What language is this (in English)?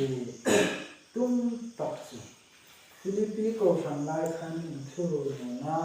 Hmar